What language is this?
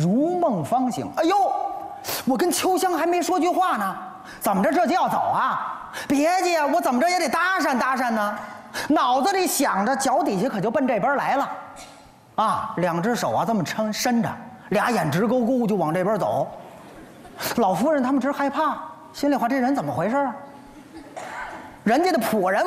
Chinese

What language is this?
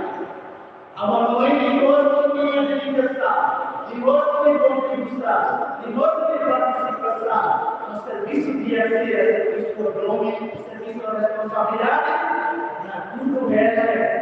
Tetum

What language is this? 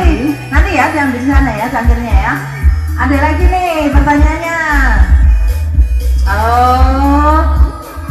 Indonesian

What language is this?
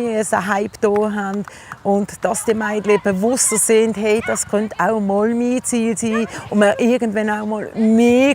Swiss German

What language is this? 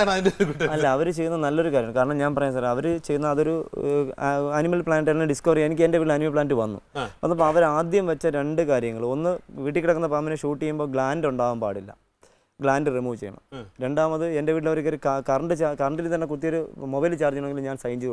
Malayalam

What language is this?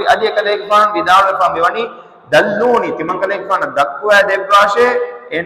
Divehi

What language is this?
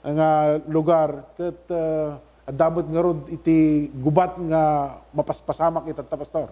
Iloko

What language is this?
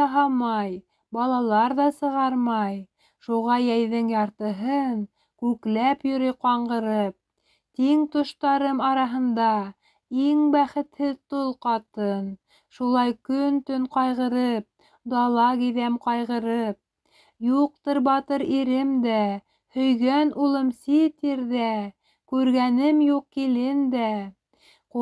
Bashkir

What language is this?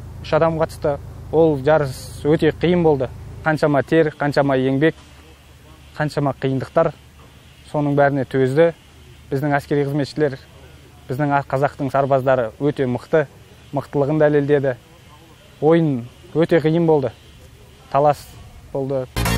Kazakh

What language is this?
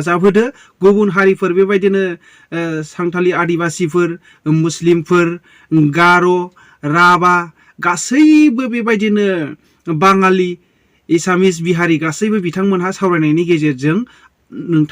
Bodo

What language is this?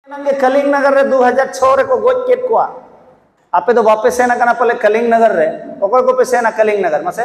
Santali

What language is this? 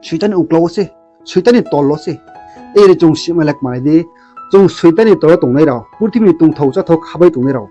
Riang (India)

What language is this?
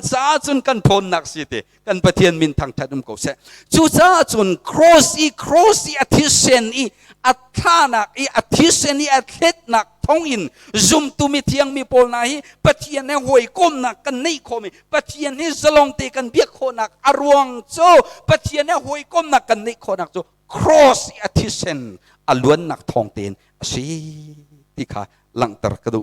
Hakha Chin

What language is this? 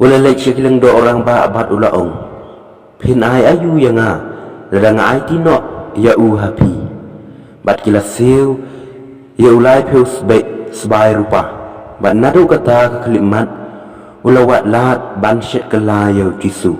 Khasi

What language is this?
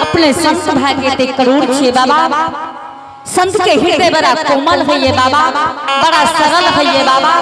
Angika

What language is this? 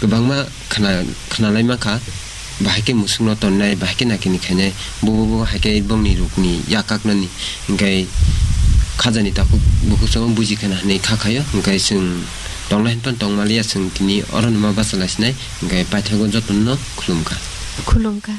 Kok Borok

